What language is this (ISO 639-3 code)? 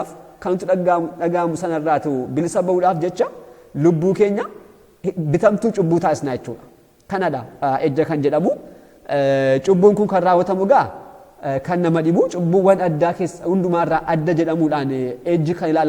orm